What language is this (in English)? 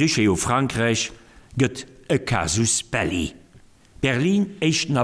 Luxembourgish